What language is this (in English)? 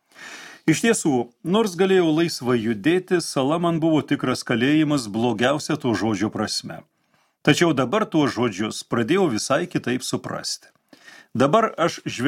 Lithuanian